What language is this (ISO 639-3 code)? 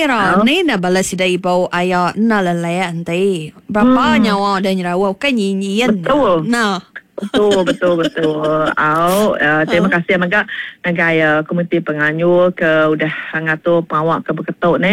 iba